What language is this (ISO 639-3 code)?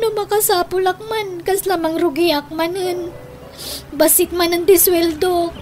ilo